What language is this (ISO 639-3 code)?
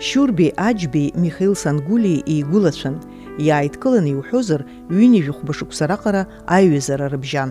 abk